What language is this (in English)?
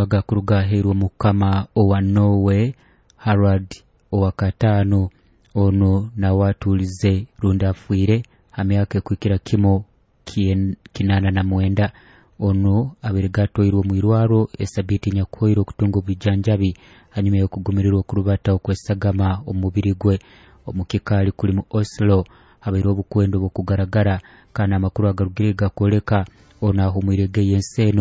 Nyoro